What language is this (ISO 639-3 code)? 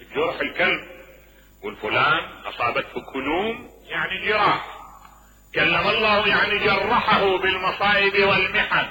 acm